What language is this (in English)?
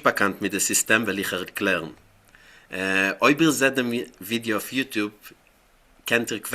Yiddish